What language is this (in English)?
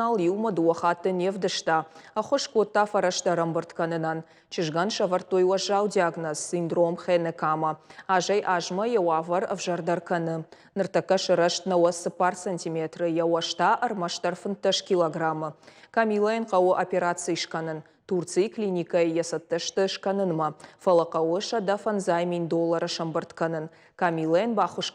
Ossetic